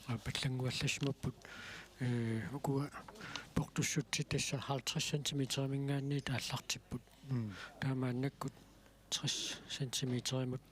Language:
Kalaallisut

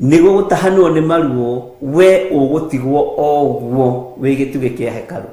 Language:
Kikuyu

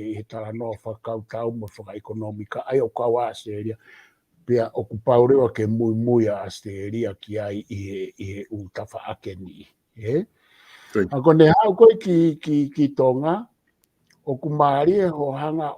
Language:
Tongan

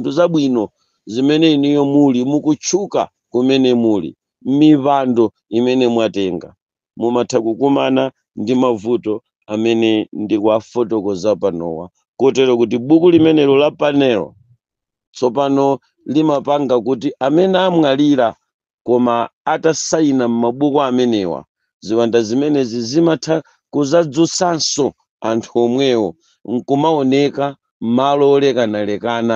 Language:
Nyanja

